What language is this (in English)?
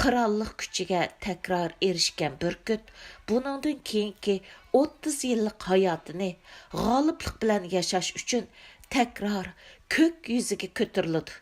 Uyghur